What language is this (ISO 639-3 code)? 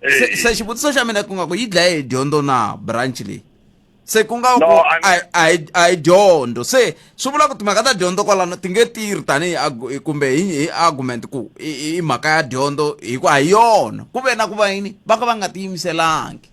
tso